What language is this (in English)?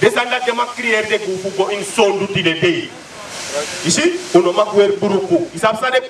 Sranan Tongo